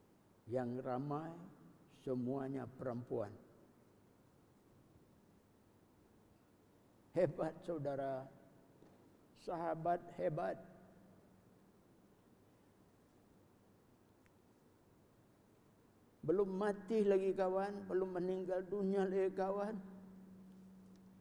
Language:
Malay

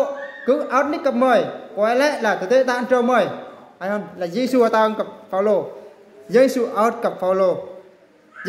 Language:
Eastern Bru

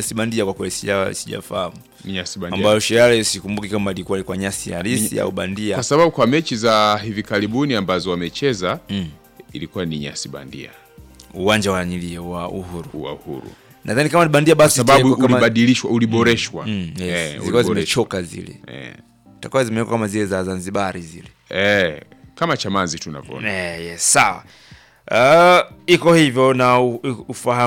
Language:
Swahili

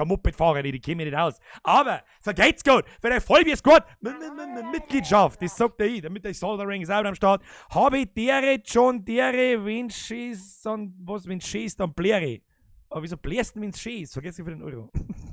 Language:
Bavarian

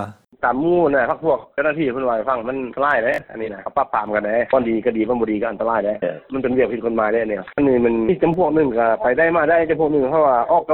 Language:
Lao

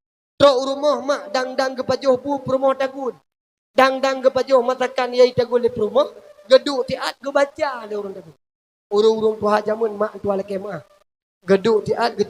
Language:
Achinese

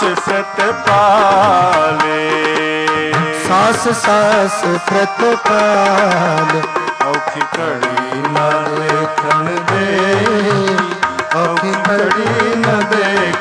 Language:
Punjabi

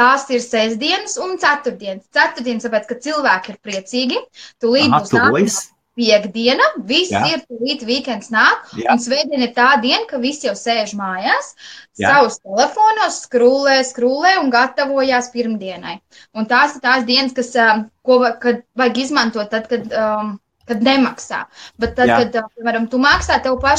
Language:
Latvian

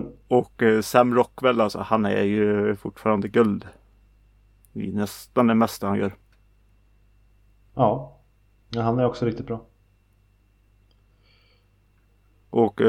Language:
Swedish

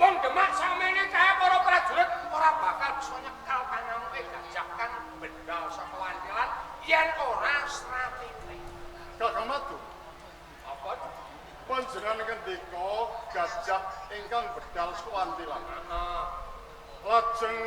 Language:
Javanese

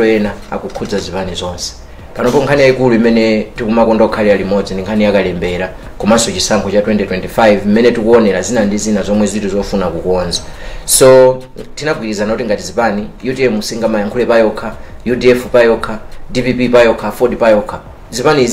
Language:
Nyanja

